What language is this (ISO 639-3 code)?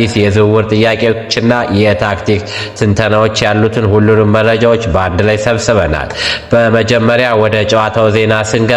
amh